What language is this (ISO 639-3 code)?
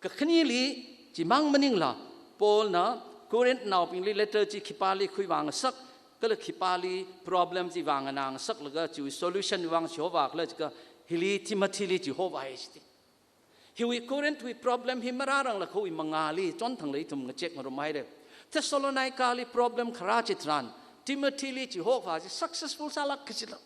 nmf